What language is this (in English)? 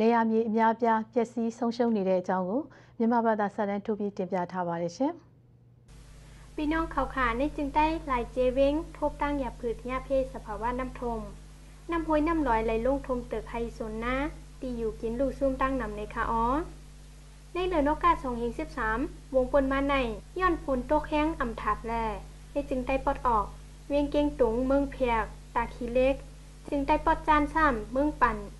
Burmese